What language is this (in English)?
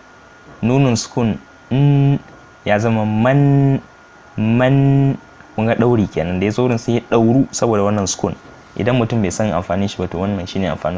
Hausa